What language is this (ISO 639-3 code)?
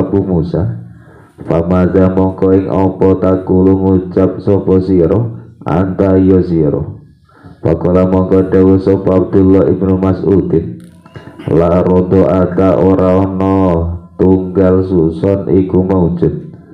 jav